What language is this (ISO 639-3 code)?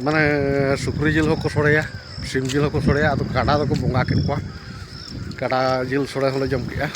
sat